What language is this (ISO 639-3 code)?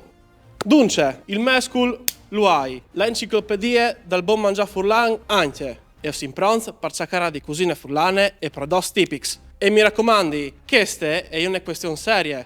fur